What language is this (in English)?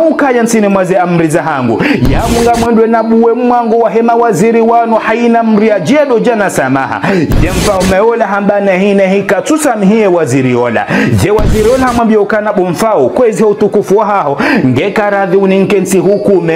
Ngazidja Comorian